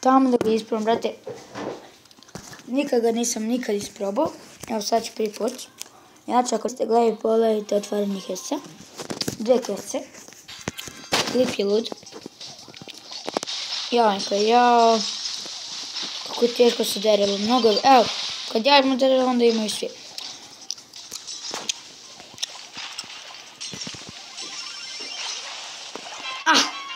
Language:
Serbian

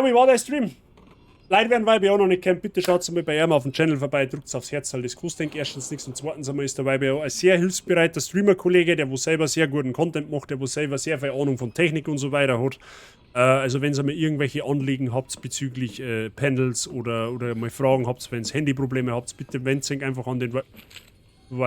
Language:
Bavarian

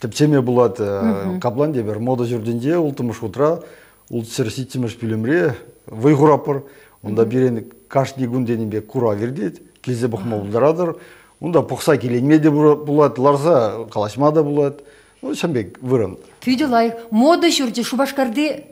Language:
Chuvash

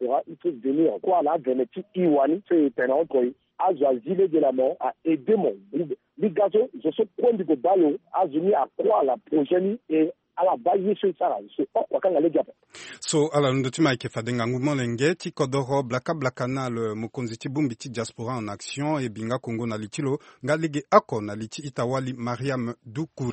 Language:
Sango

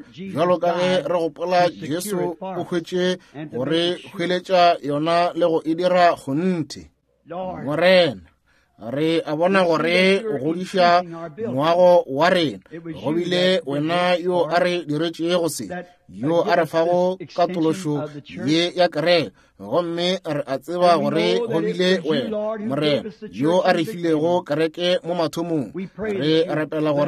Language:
Northern Sotho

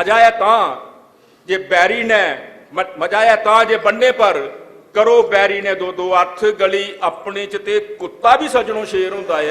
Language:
Dogri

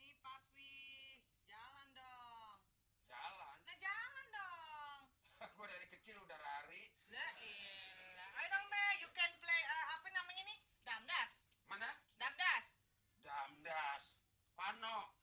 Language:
Betawi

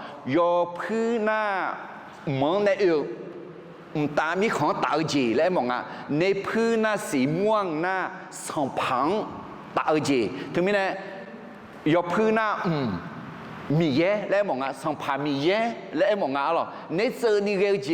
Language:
Akha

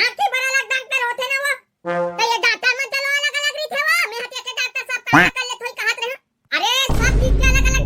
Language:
Chhattisgarhi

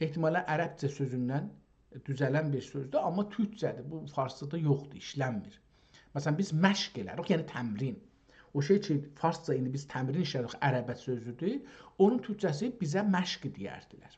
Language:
South Azerbaijani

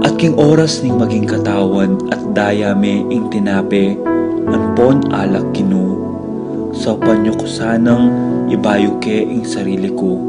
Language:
Pampanga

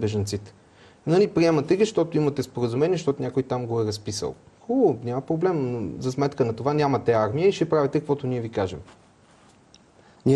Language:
Bulgarian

